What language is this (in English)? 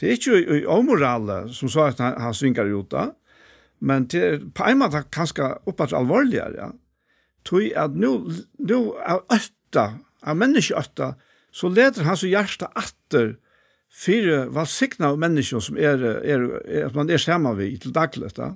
Faroese